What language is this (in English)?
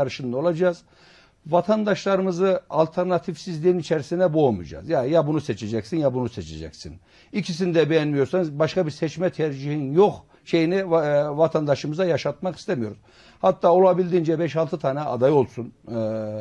Turkish